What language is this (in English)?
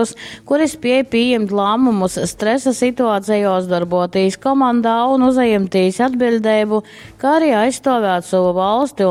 Latgalian